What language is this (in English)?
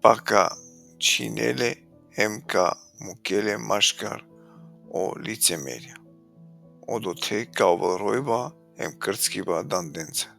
Balkan Romani